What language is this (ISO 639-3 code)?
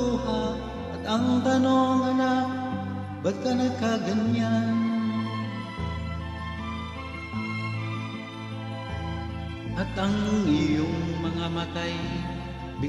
fil